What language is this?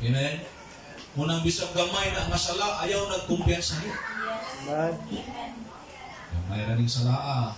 Cebuano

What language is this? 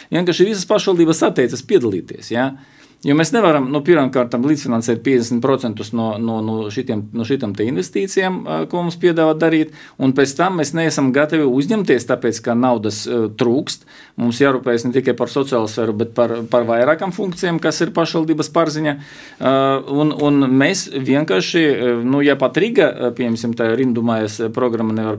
Latvian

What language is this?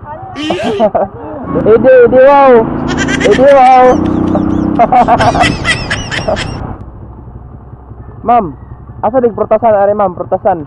Cebuano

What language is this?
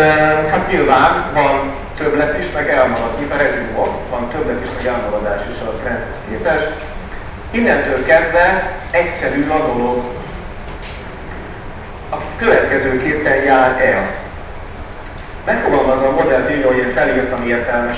Hungarian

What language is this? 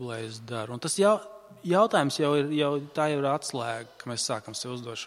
Latvian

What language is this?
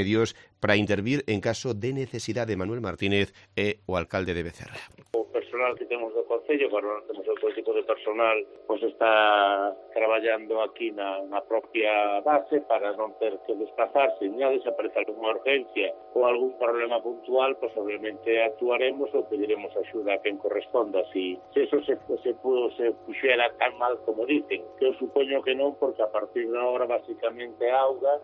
Galician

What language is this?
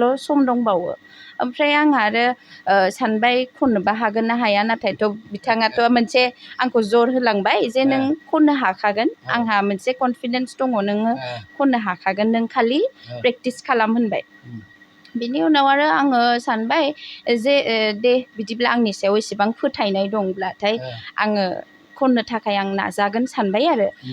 Bodo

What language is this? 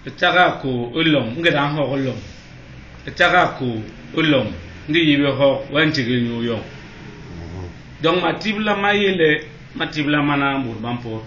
Basaa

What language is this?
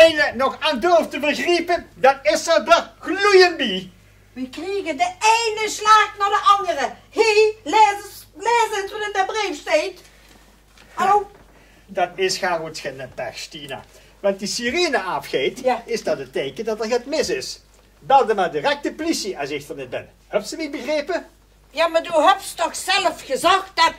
Limburgish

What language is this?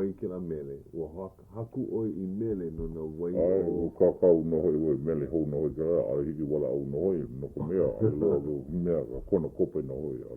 Hawaiian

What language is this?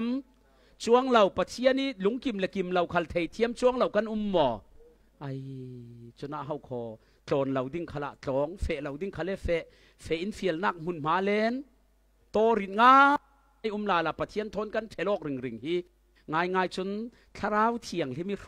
Falam Chin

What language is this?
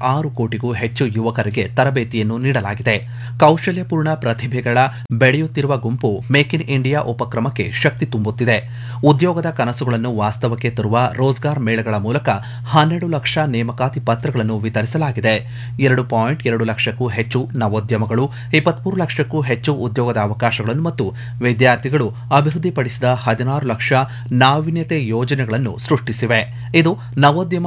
Kannada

